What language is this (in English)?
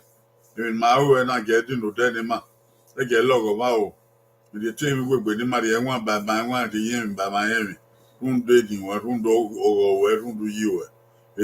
Bini